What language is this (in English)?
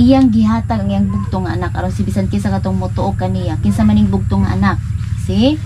Cebuano